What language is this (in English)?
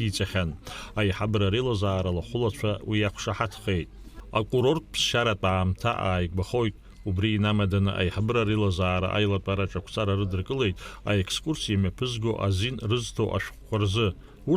Abkhazian